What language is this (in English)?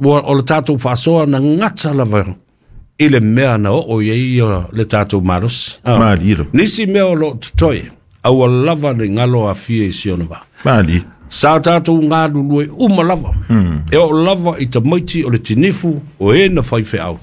Samoan